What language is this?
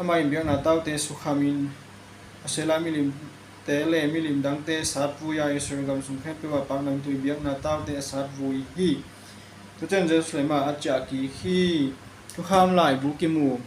Tedim Chin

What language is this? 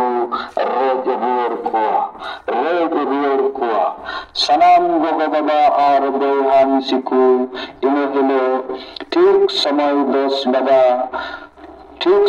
Santali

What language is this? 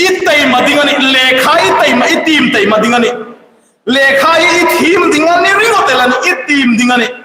Hmar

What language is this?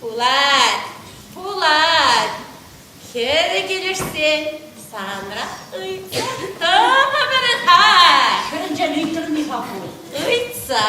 Chuvash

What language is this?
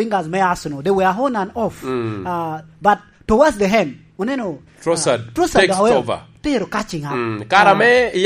Lango (Uganda)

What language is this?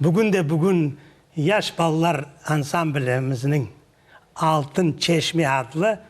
Crimean Tatar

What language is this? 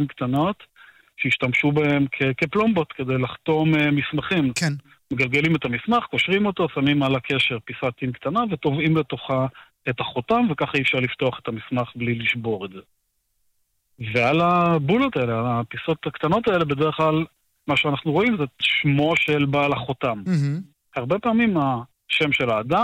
Hebrew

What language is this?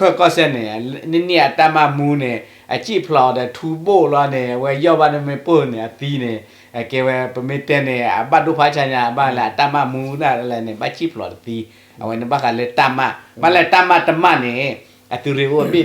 S'gaw Karen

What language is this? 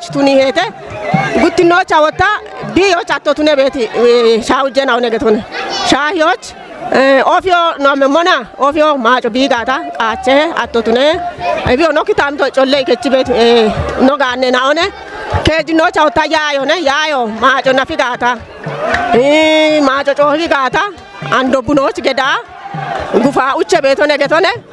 Kafa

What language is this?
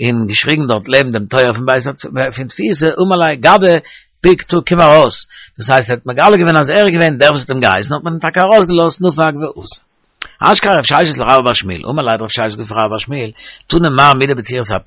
Yiddish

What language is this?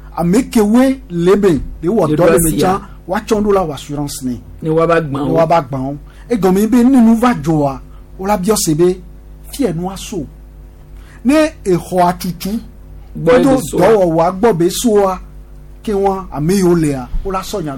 Gen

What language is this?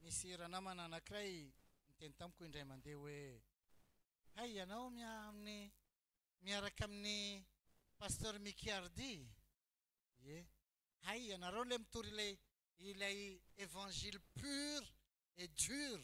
Malagasy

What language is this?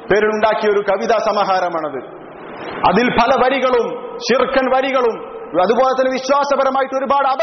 Malayalam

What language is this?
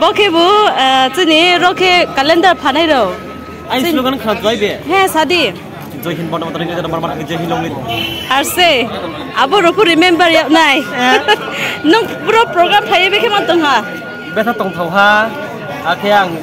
Riang (India)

